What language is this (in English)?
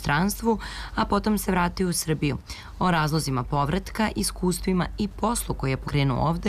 Serbian